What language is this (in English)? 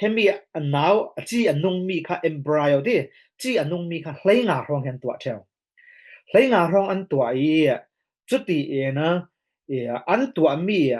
Falam Chin